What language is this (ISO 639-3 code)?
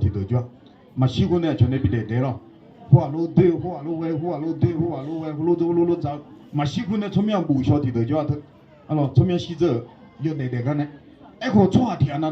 ahk